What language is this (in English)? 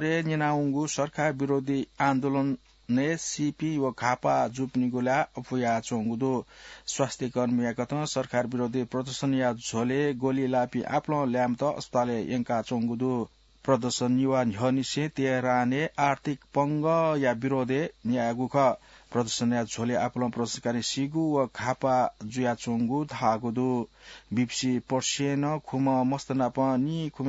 Newari